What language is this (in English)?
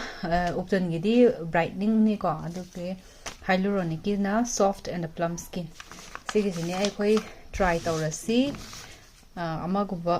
Manipuri